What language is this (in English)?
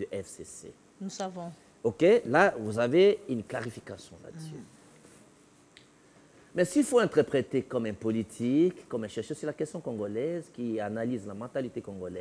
French